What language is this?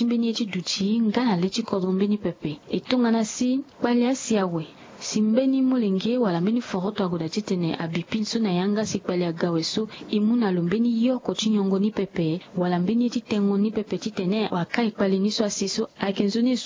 Sango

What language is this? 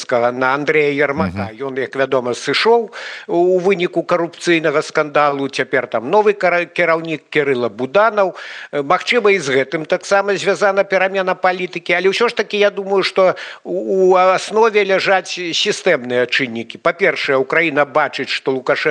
Belarusian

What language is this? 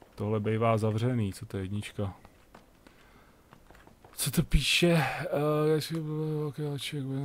Czech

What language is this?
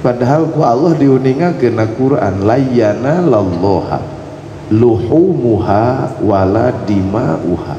Sundanese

